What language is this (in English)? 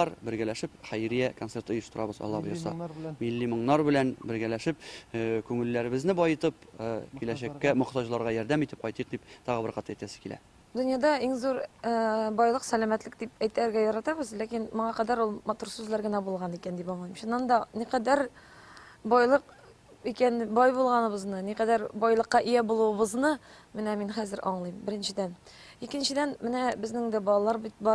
Tatar